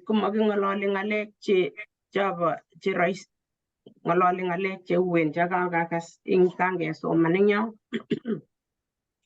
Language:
Kalenjin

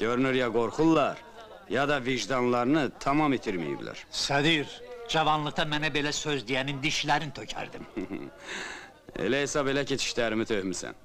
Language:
Azerbaijani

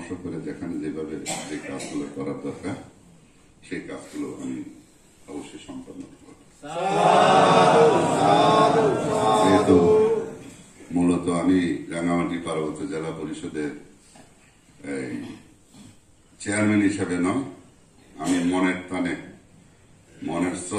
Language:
Bangla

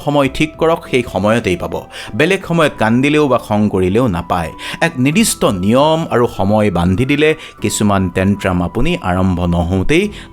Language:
Assamese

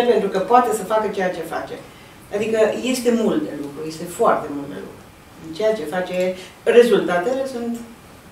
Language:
Romanian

